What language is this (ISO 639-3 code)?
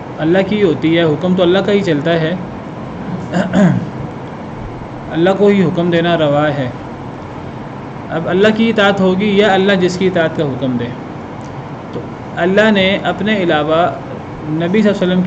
urd